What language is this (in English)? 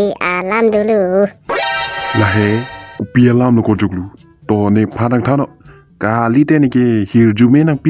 Karbi